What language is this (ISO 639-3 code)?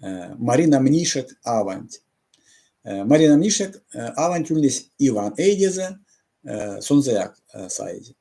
myv